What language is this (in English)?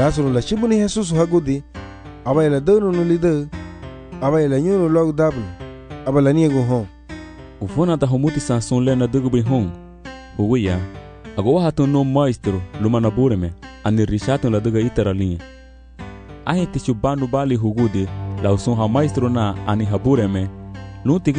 Garifuna